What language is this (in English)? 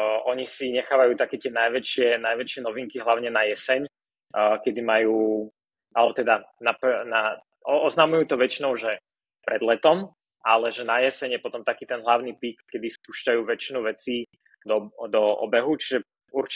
Slovak